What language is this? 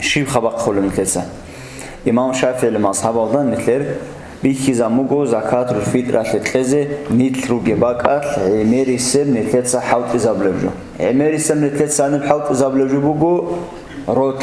Avaric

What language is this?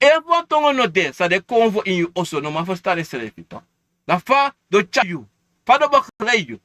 Sranan Tongo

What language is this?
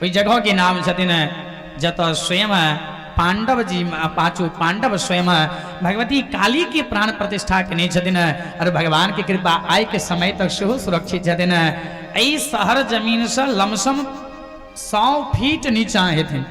Maithili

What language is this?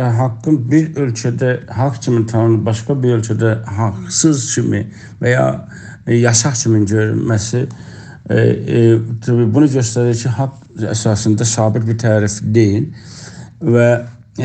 South Azerbaijani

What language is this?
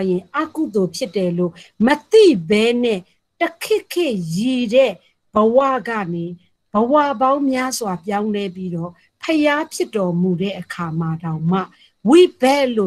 Burmese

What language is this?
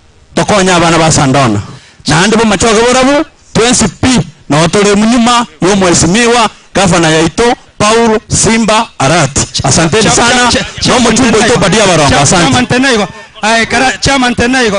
Gusii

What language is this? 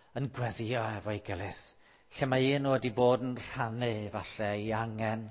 Welsh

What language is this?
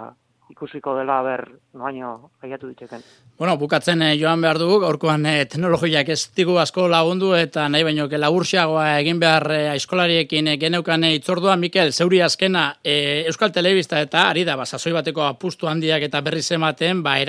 Basque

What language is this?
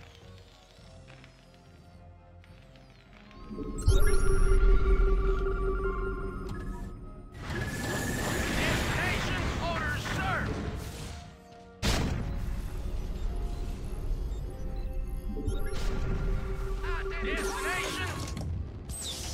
English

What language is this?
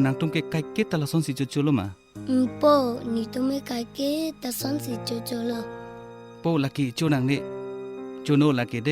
Karbi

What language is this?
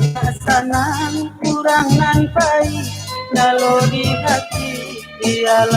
Minangkabau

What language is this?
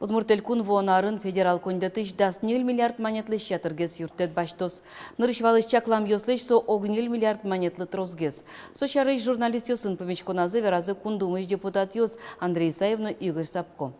Udmurt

